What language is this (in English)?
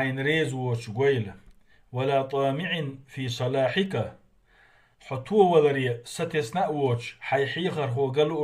Chechen